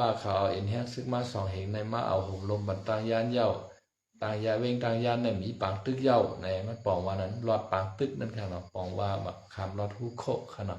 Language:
Shan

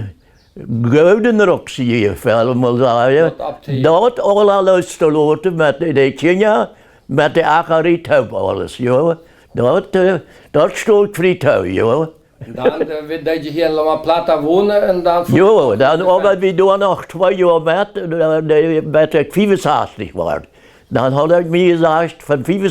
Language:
Plautdietsch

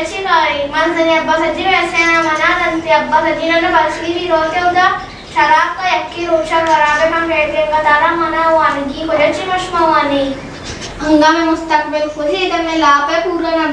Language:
Baluchi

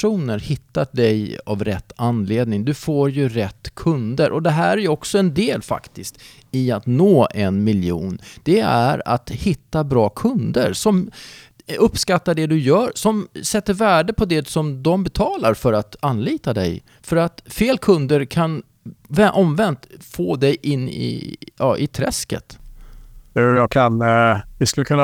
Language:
Swedish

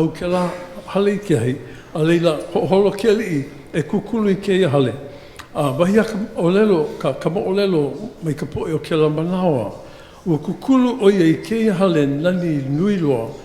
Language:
Hawaiian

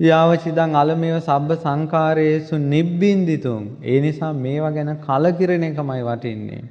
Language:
Sinhala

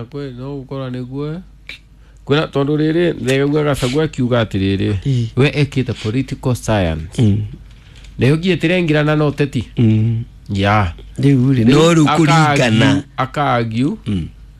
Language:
Kikuyu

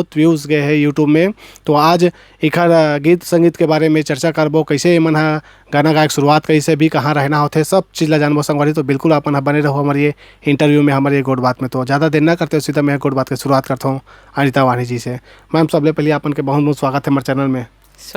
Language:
Chhattisgarhi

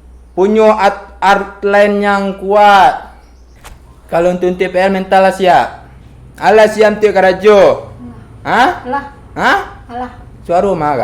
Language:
Minangkabau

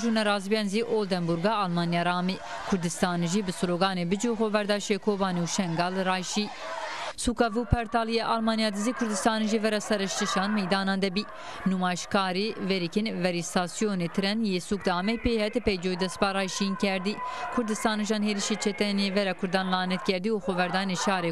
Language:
Zaza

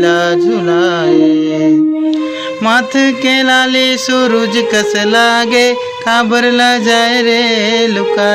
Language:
Chhattisgarhi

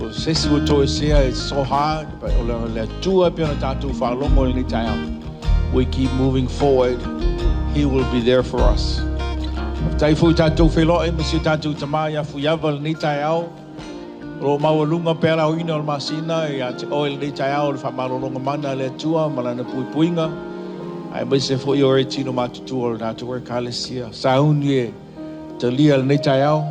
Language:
Samoan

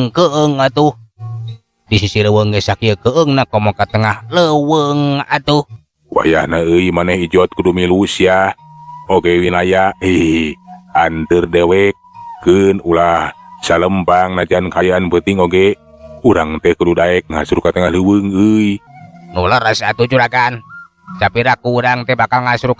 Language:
Sundanese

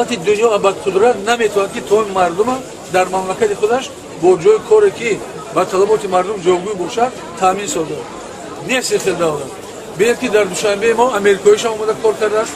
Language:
Tajik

